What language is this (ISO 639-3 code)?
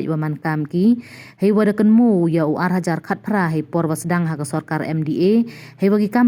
pbv